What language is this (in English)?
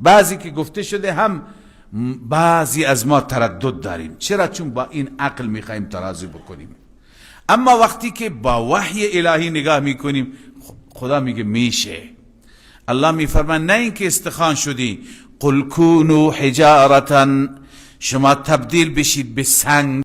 Persian